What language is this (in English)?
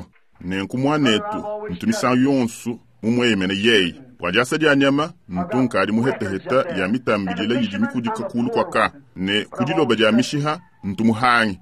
Luba-Lulua